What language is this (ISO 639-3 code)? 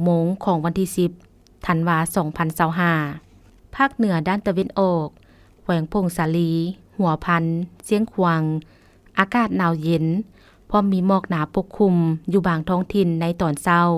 lao